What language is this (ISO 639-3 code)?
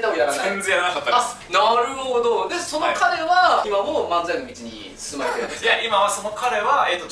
jpn